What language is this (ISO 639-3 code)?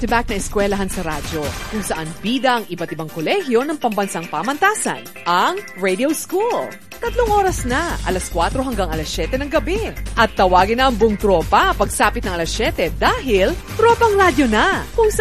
fil